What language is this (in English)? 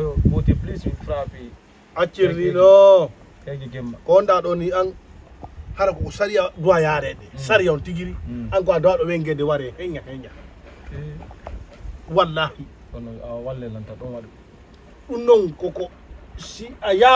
Fula